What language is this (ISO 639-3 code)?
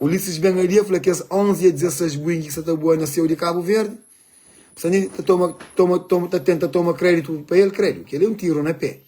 kea